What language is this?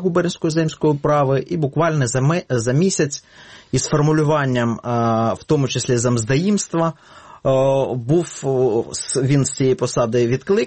Ukrainian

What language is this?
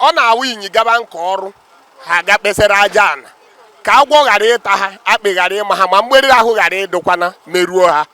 Igbo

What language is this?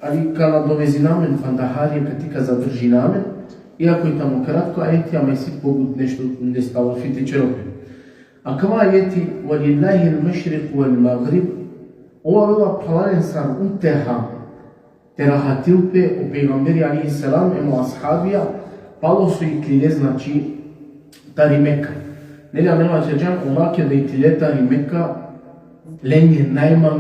Balkan Romani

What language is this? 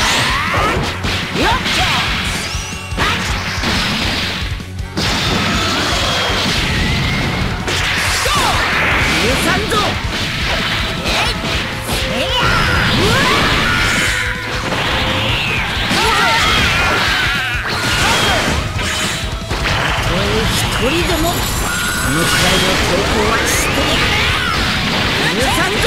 Japanese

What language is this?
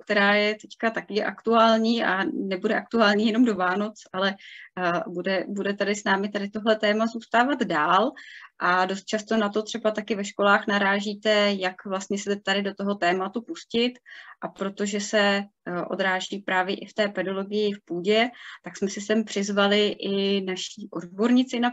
Czech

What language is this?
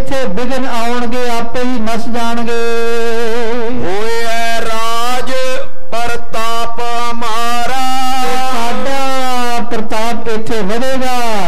Punjabi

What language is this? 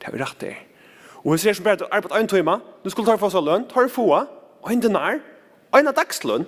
Faroese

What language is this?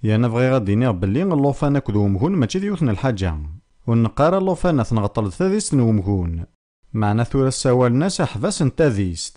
Kabyle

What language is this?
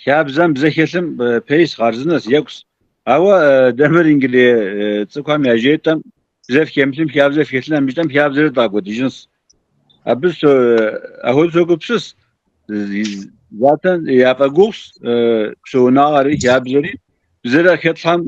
Kabardian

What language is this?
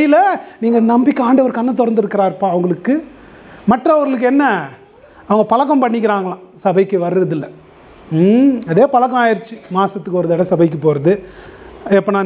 Tamil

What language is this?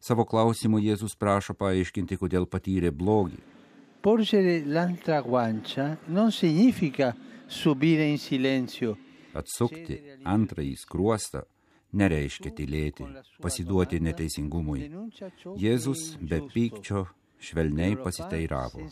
Lithuanian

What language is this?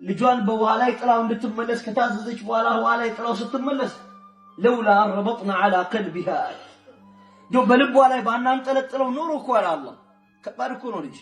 Amharic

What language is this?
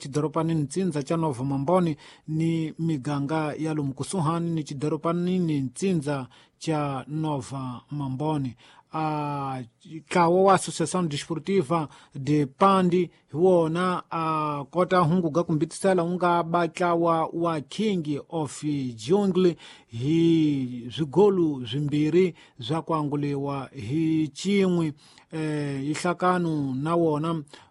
Tsonga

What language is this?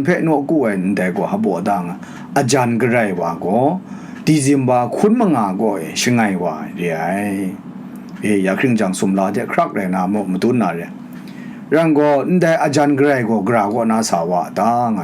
Kachin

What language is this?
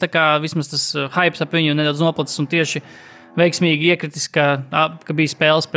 Latvian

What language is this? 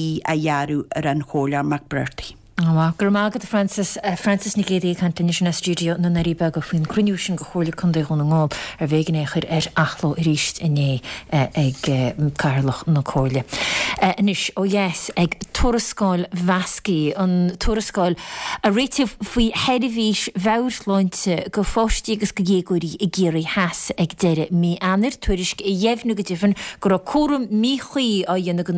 Irish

